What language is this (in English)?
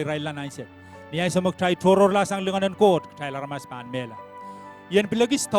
Pohnpeian